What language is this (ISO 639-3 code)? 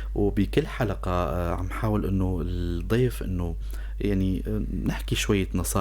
apc